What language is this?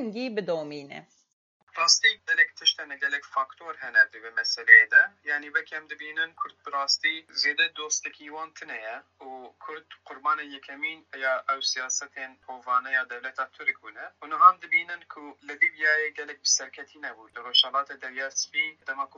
Kurdish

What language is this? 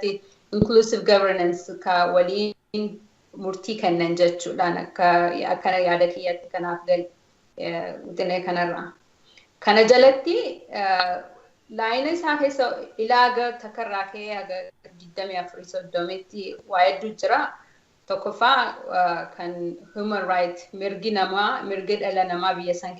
Oromo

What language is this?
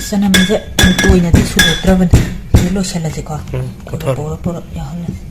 Manipuri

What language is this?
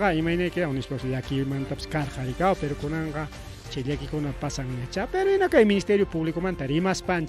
Ayacucho Quechua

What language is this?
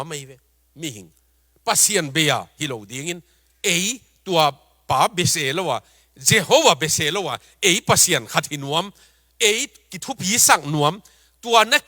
Tedim Chin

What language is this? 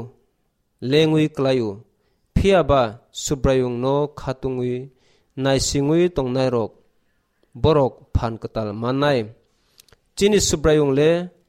Kok Borok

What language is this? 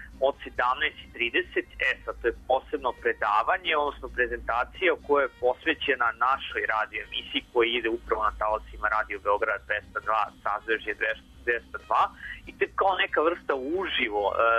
Serbian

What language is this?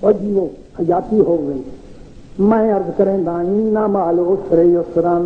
Saraiki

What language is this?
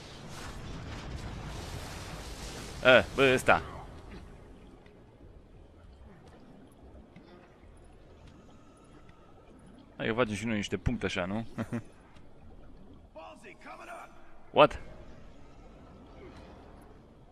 Romanian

